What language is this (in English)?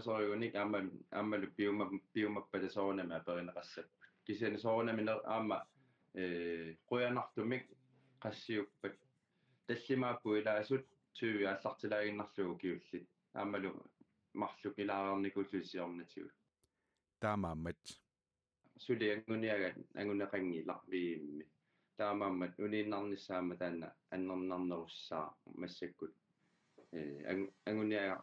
Kalaallisut